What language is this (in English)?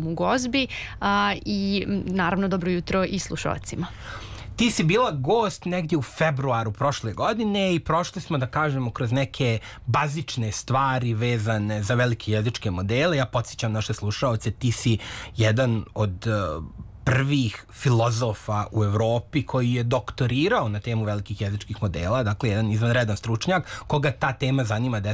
Serbian